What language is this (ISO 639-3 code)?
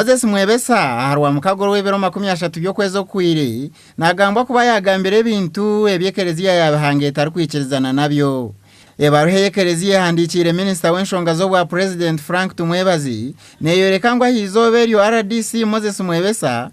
nyn